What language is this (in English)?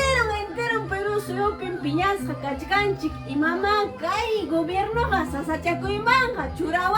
Ayacucho Quechua